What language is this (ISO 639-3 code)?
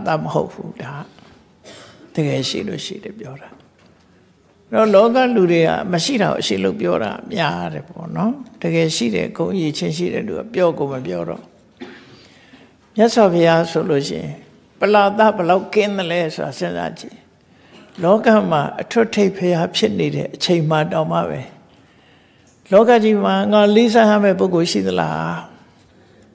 mya